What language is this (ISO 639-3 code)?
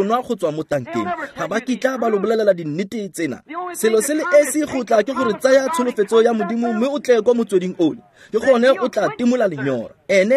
tsn